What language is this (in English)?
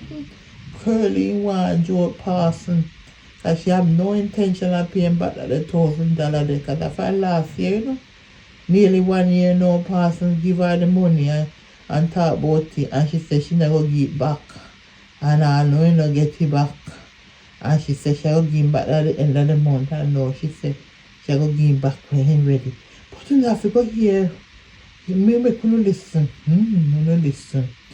Jamaican Creole English